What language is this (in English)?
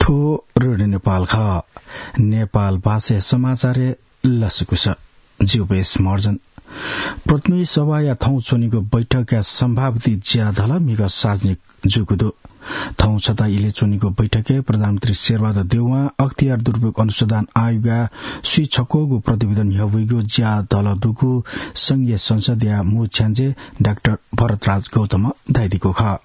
Newari